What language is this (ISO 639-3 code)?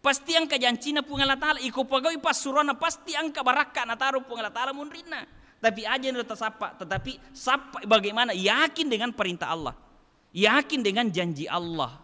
bug